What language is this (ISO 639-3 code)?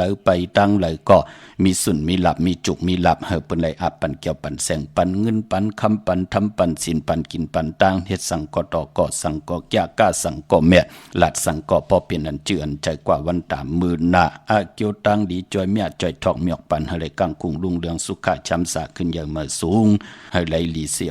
shn